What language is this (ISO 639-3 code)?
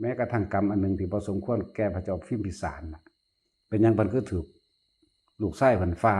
tts